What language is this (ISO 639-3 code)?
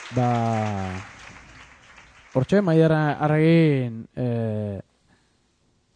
eus